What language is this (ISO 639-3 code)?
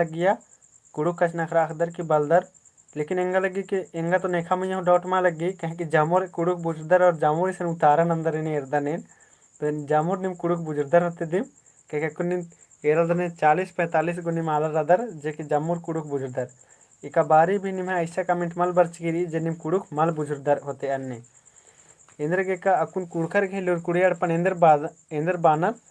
kru